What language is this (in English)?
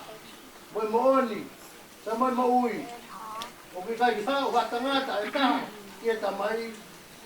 Tongan